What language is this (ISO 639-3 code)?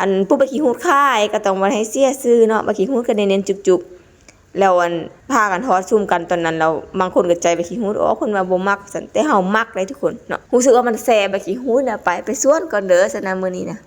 lao